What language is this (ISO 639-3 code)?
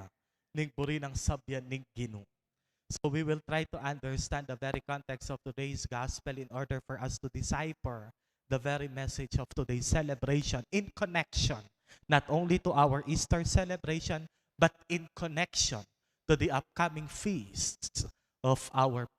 pam